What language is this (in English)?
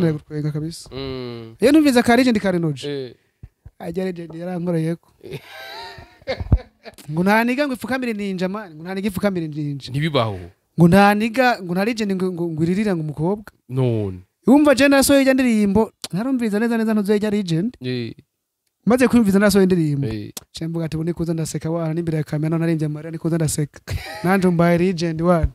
Rundi